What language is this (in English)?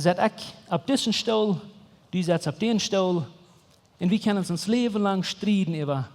Plautdietsch